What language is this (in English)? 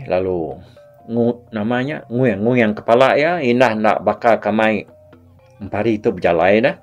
Iban